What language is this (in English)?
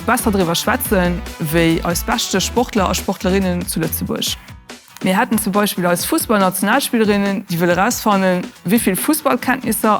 Luxembourgish